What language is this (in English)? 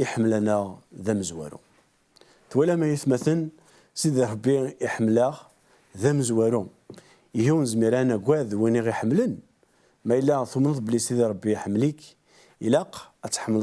Kabyle